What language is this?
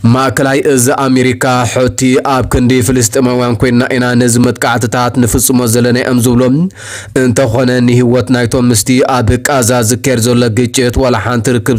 Tigrinya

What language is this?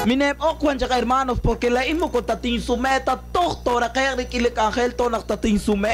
Kekchí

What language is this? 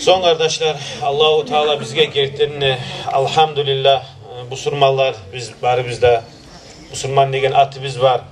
Kumyk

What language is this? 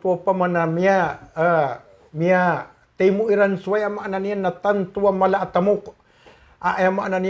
Maranao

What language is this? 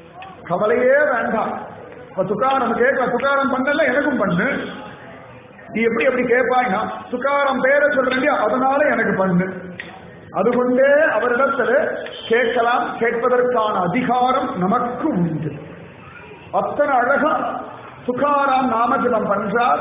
Tamil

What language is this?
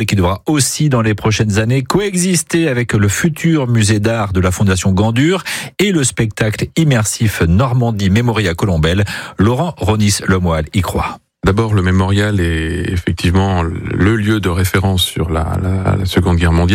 French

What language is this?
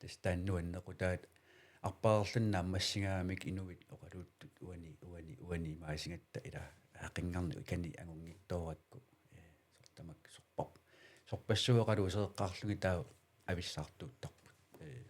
Kalaallisut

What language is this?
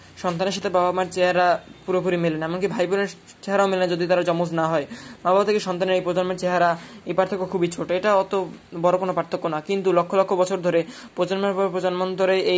Bangla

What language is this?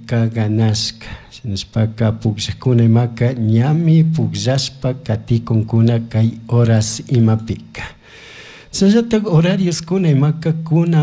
Chimborazo Highland Quichua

